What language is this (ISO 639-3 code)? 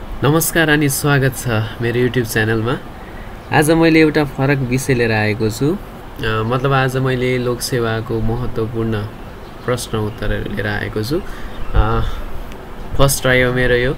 nep